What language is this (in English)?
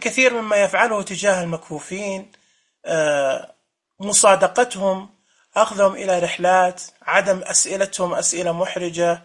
Najdi Arabic